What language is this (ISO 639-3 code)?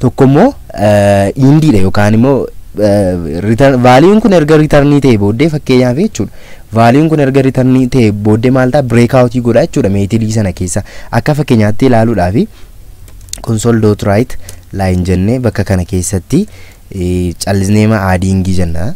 orm